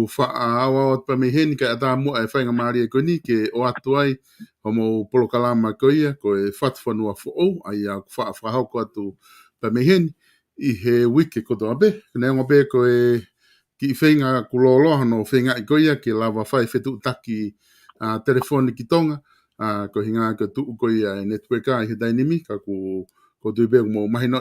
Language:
Tongan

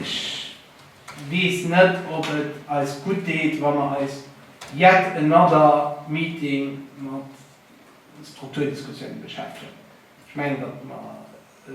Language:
Luxembourgish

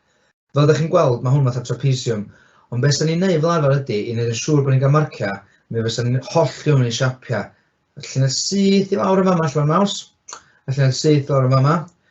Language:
Welsh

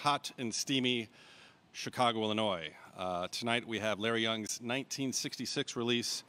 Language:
English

